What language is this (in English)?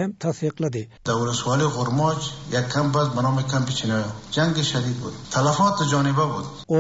Turkmen